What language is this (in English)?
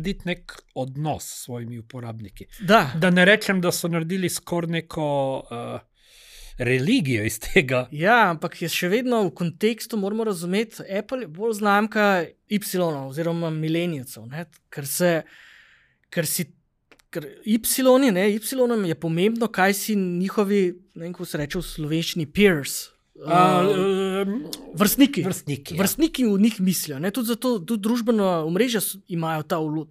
Slovenian